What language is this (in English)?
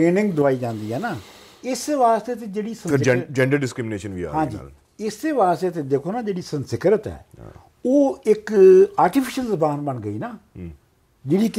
Punjabi